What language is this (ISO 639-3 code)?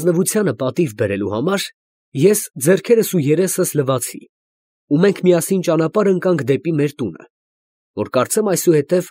hye